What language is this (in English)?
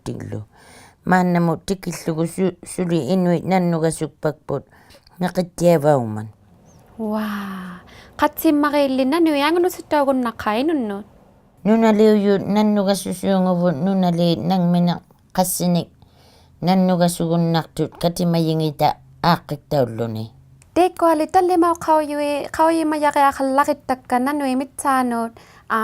Inuktitut